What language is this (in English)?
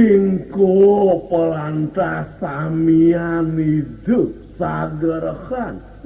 Balinese